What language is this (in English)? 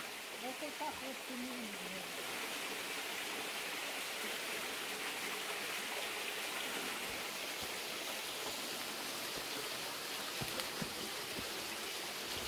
Hebrew